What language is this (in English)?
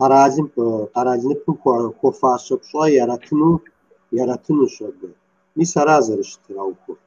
Kabardian